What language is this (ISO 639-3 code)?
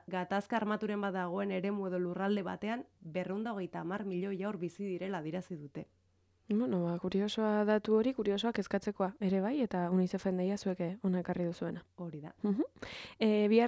eus